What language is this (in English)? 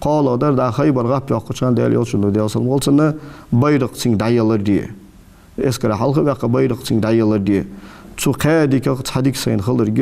Ingush